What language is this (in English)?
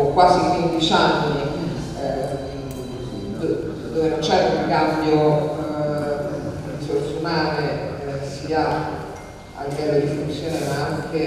Italian